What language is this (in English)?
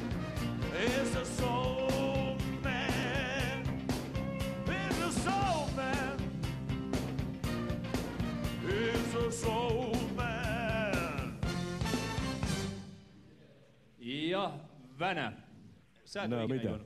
Finnish